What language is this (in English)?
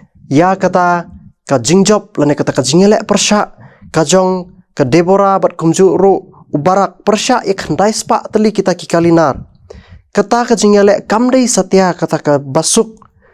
Khasi